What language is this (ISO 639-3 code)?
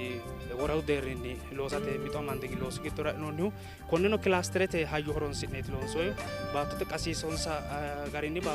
sid